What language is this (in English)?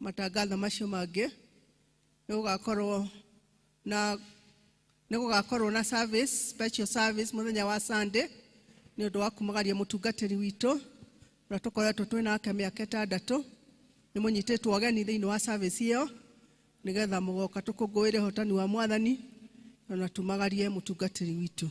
Kikuyu